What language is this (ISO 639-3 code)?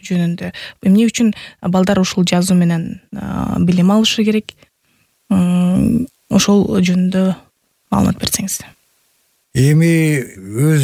kir